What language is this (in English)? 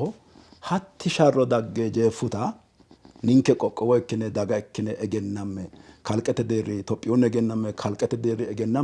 Sidamo